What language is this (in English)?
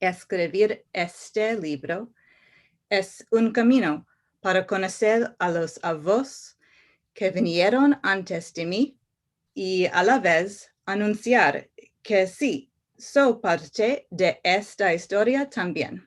Ladino